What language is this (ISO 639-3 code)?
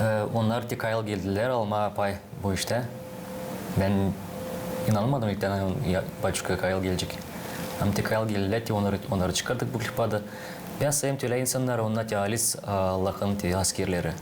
gag